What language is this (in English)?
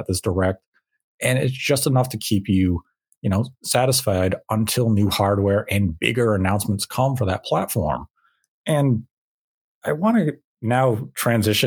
English